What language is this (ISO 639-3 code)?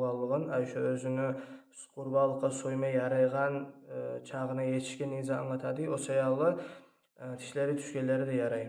kum